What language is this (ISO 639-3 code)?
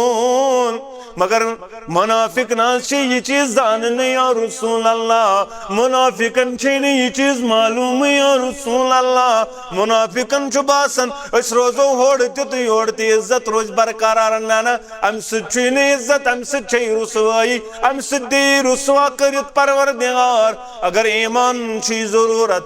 kas